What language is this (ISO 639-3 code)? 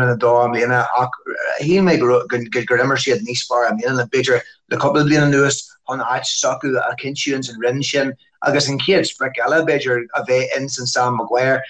gle